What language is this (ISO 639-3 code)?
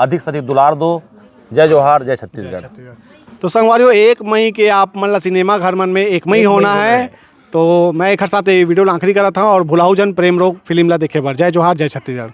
hne